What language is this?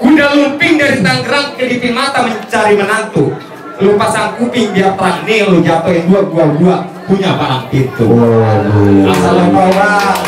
Betawi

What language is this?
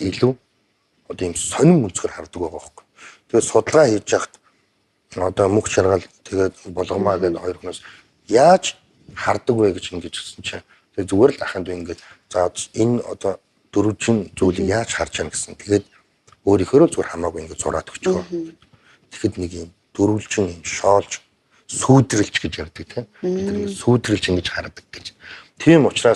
Mongolian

